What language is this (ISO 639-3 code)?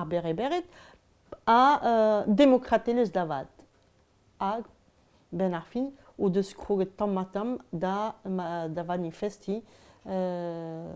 bre